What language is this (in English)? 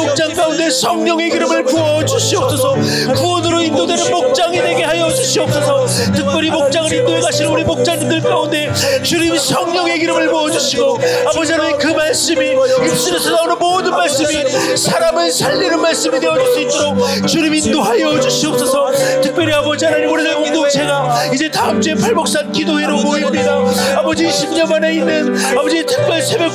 Korean